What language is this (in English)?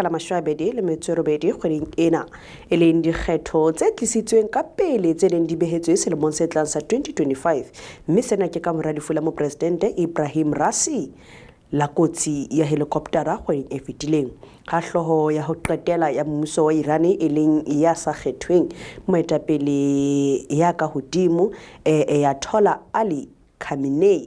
Southern Sotho